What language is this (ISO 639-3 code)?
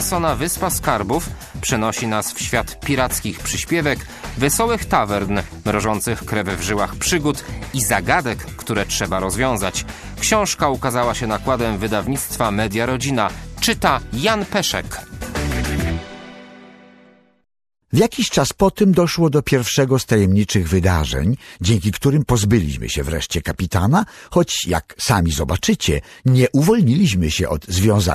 pol